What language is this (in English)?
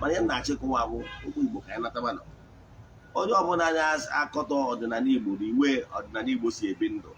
Igbo